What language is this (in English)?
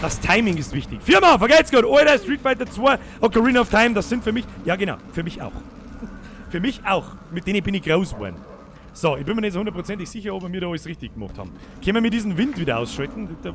Bavarian